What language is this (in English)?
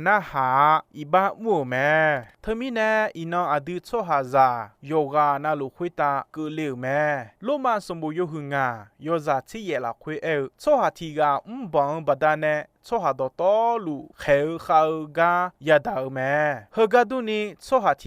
Akha